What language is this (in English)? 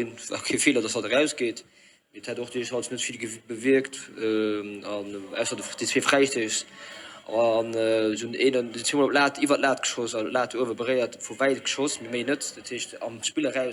Luxembourgish